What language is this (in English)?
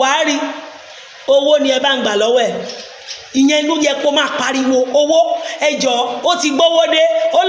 Yoruba